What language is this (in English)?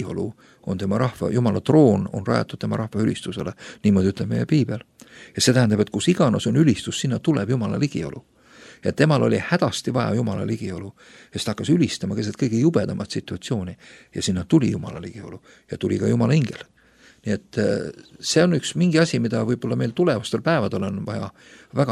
Estonian